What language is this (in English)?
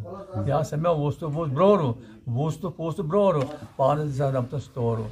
Kashmiri